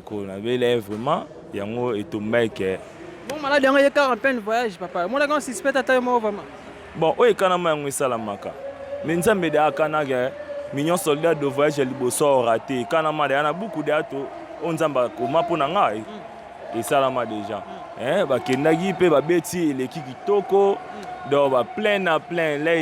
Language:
Lingala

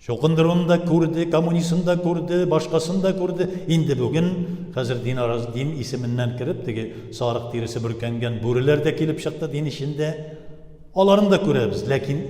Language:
Tatar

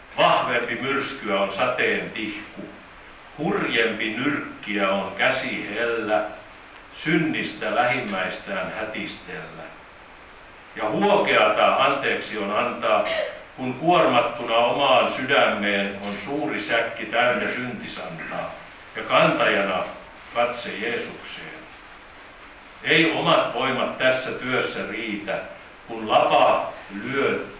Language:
Finnish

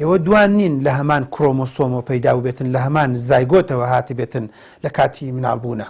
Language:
Central Kurdish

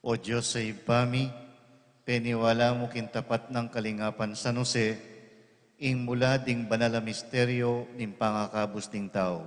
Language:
Pampanga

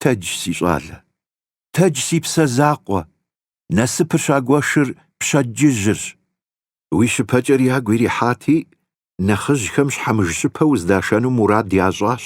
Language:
Kabardian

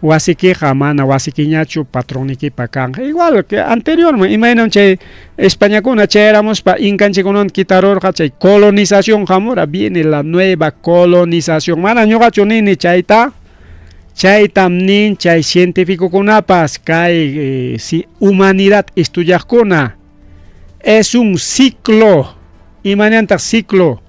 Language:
Ayacucho Quechua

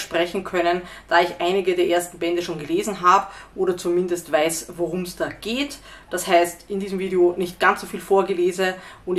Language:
German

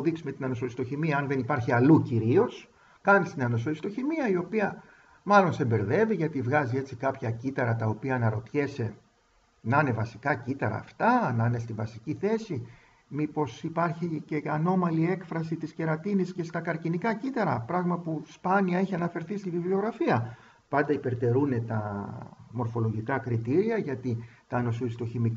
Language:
Greek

